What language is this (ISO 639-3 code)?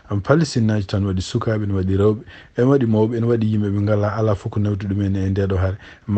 ful